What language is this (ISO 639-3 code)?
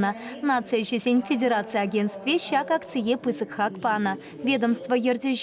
chv